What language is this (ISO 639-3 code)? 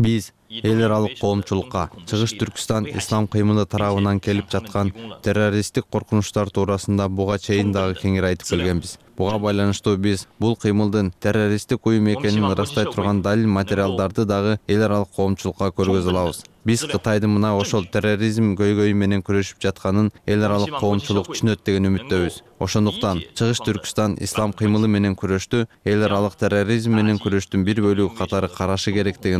kir